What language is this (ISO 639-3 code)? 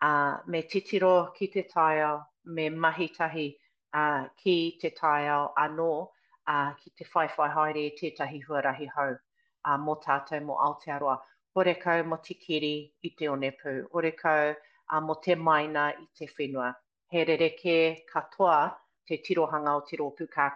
mri